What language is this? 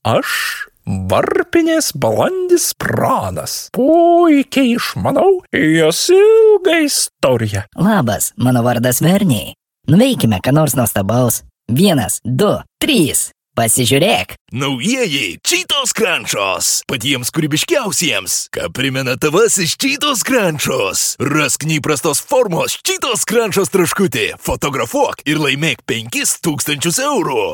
Lithuanian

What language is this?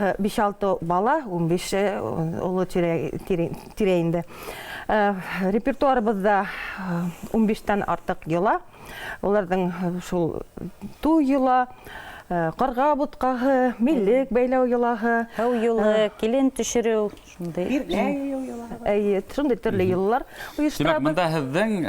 Bashkir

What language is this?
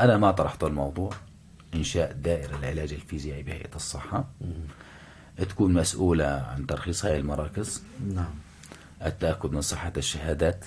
North Levantine Arabic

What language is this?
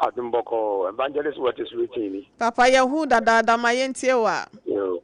Akan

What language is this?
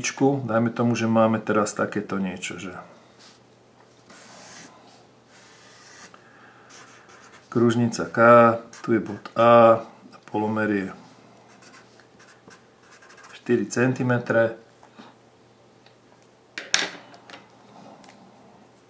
Slovak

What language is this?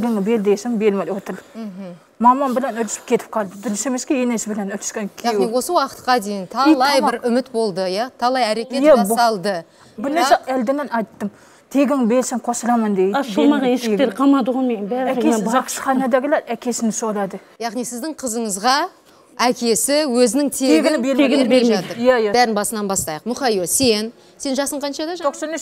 Kazakh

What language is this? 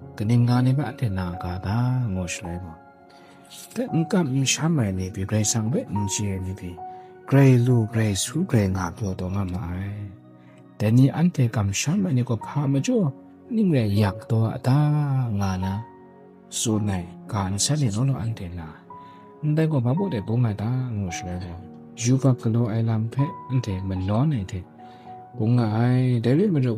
Kachin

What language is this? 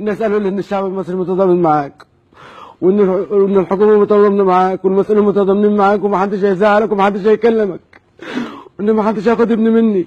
Egyptian Arabic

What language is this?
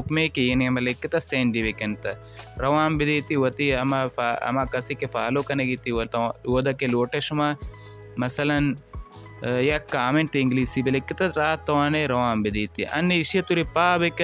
Baluchi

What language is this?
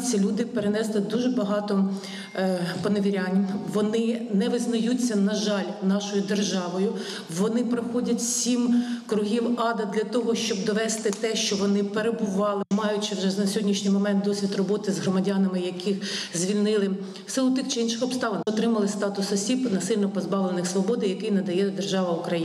Ukrainian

